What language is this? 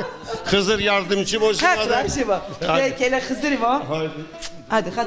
Zaza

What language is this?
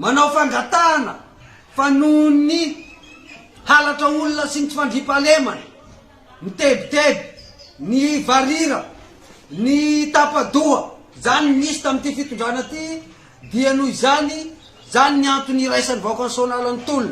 Malagasy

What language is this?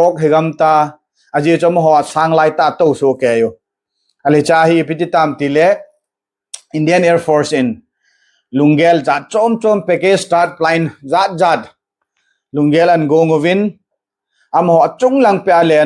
Thado Chin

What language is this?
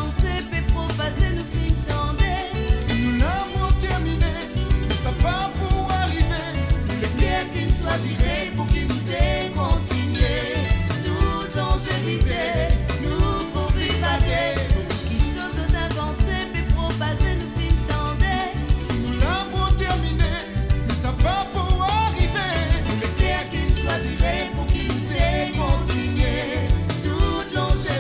Morisyen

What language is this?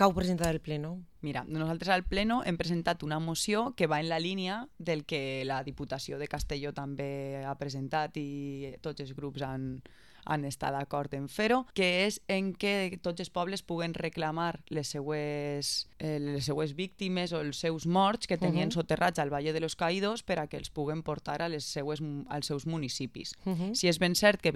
Catalan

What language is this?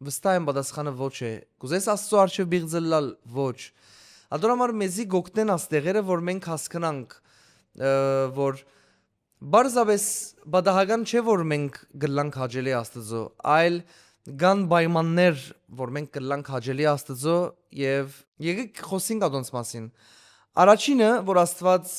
Western Armenian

